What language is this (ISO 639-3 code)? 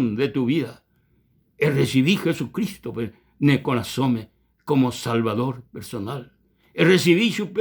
grn